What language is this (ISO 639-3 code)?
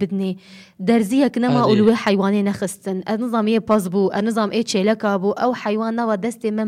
kur